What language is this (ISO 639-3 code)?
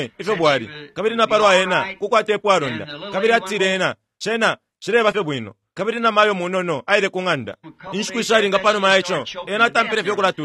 bem